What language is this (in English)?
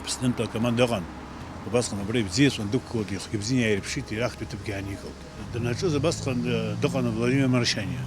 Abkhazian